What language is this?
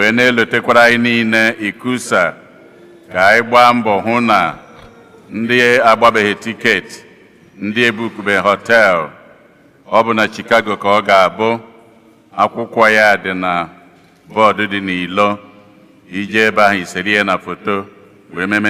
Igbo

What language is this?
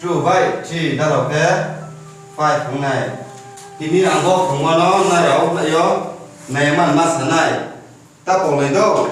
Riang (India)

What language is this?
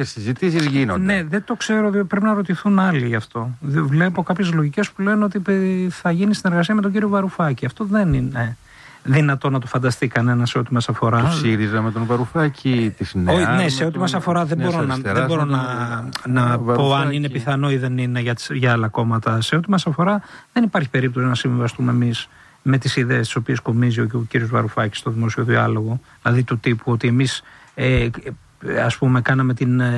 Greek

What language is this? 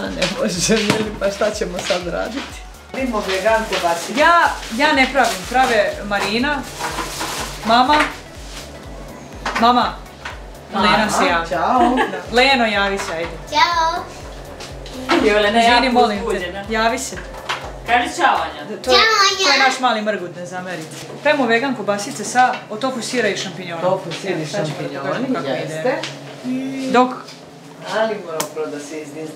Serbian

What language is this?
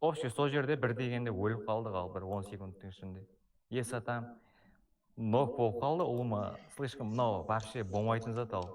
Kara-Kalpak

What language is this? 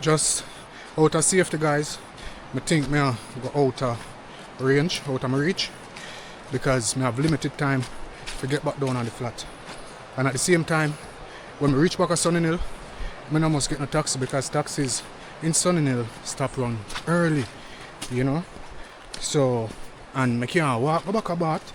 Jamaican Creole English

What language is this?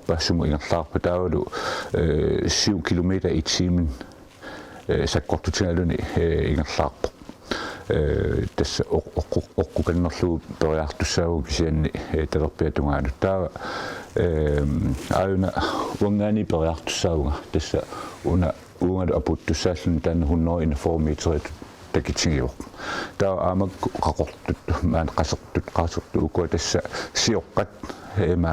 Kalaallisut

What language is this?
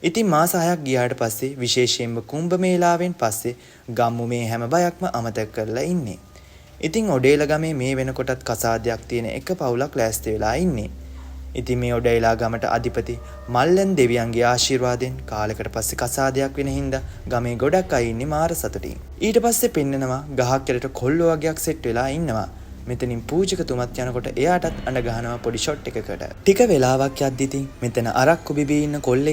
Sinhala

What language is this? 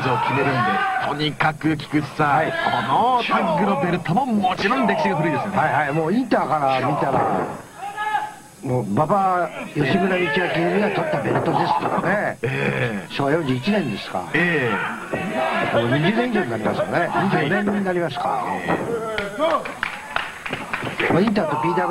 Japanese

